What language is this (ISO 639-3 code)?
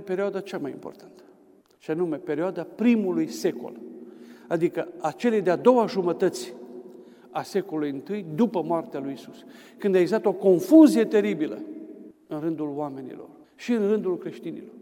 ron